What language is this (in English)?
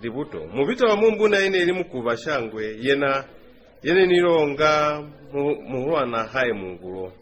Lozi